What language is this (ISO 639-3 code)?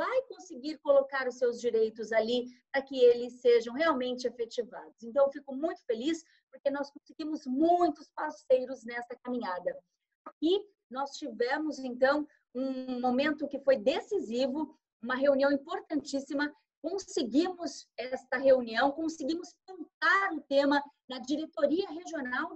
por